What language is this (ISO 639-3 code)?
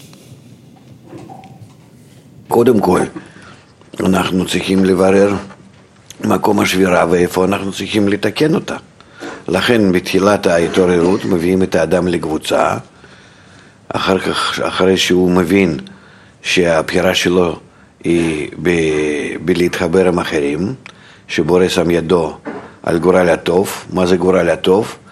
heb